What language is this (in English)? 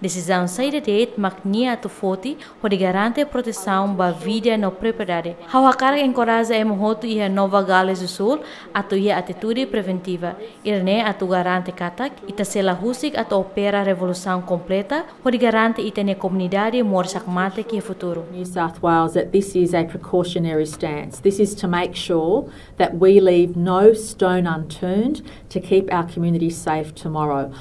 Tetum